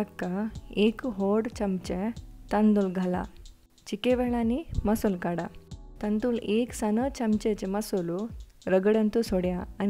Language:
Konkani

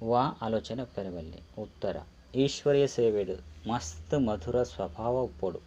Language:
Tulu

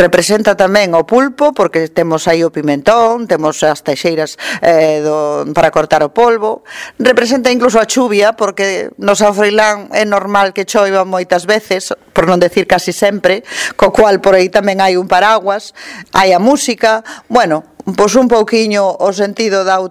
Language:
Galician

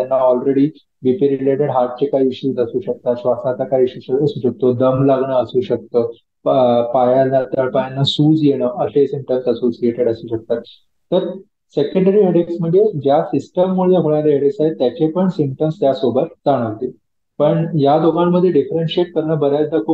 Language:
Marathi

